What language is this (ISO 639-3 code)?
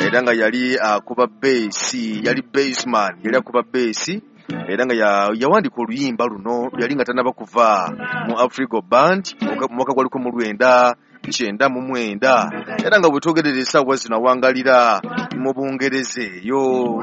lug